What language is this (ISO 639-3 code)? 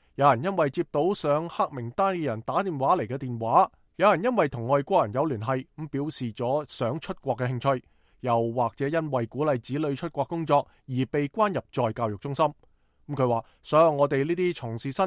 yue